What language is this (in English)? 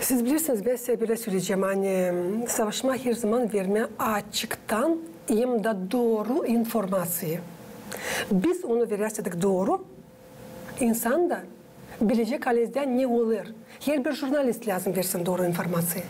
Gagauz